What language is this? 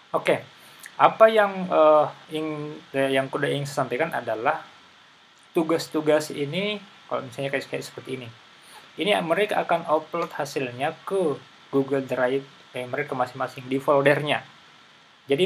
Indonesian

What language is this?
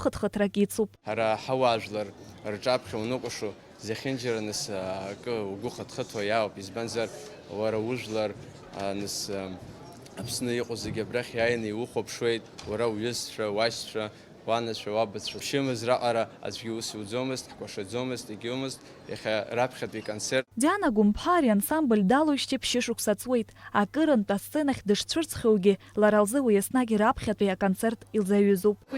Abkhazian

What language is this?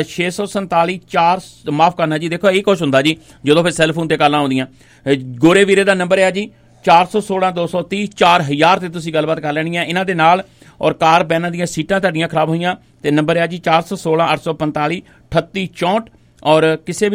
Punjabi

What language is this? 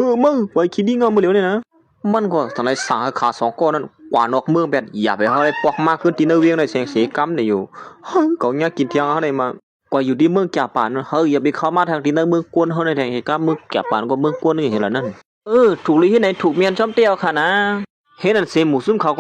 Shan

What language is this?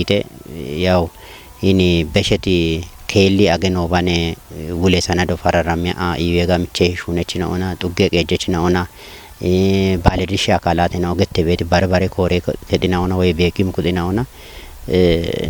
Kafa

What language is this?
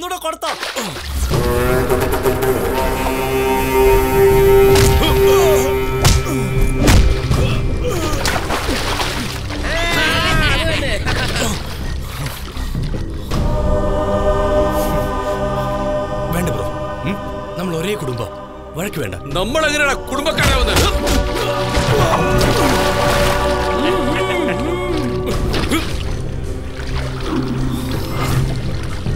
Malayalam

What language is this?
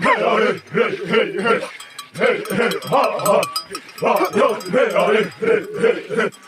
Xavánte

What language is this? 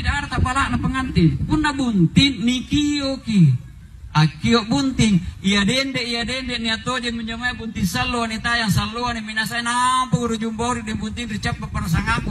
Makasar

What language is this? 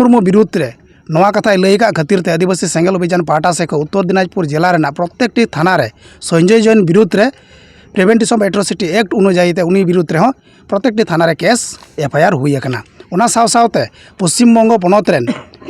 Santali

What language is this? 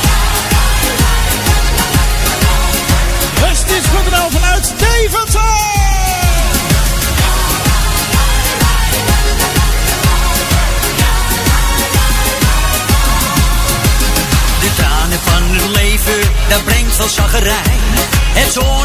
Dutch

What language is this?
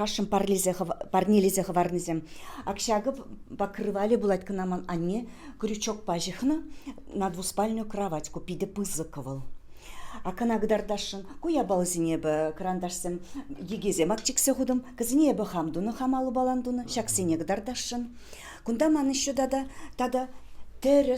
Chuvash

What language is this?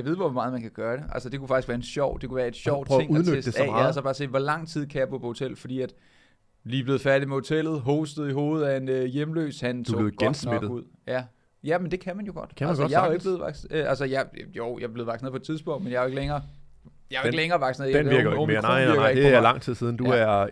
Danish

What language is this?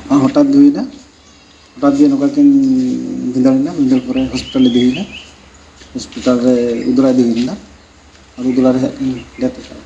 Santali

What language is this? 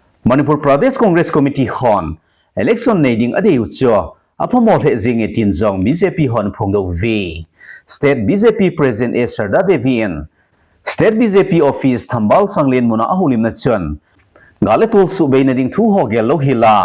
Thado Chin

